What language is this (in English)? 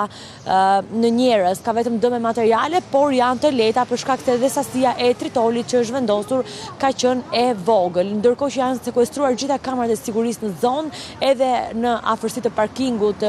Albanian